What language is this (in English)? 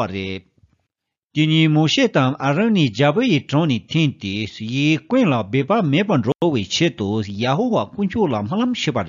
Tibetan